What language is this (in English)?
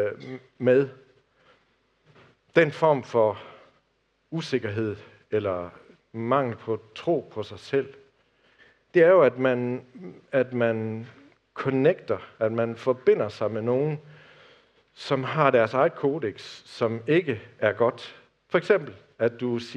Danish